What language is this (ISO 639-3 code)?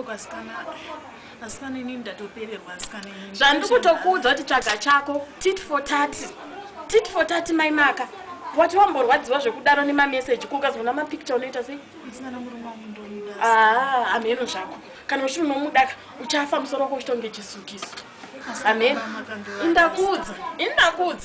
sna